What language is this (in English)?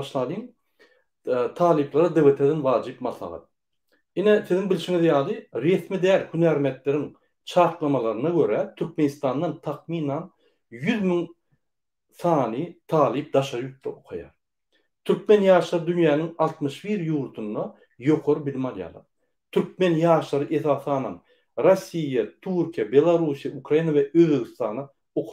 Turkmen